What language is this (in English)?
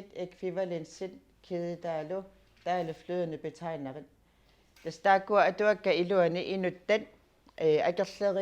Kalaallisut